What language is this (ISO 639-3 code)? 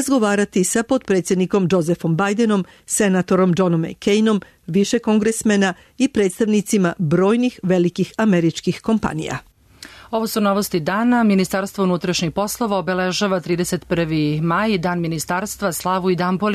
srp